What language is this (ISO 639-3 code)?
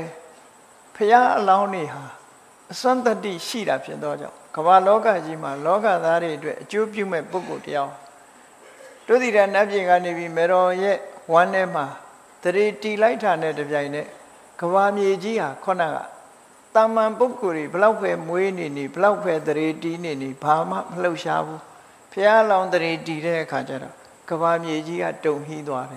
mya